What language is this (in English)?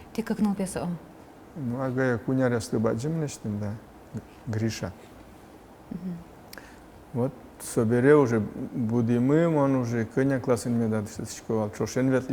Udmurt